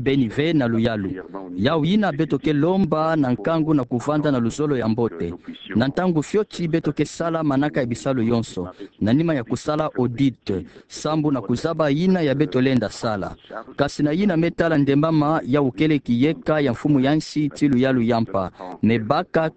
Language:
Kituba (Democratic Republic of Congo)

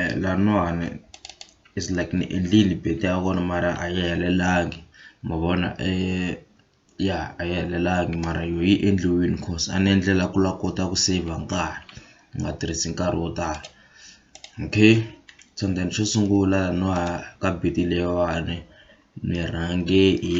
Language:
Tsonga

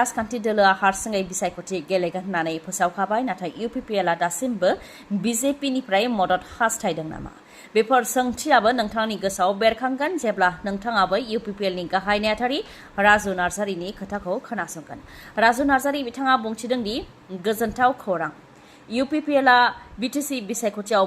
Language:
Bodo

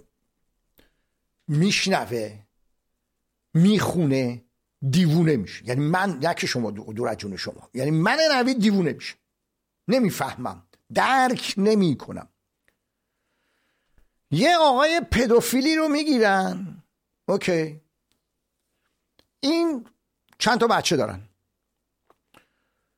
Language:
Persian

